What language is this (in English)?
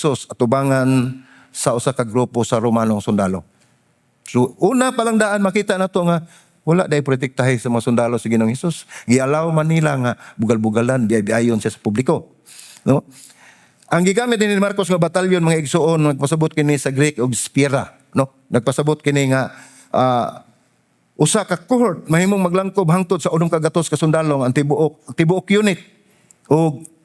Cebuano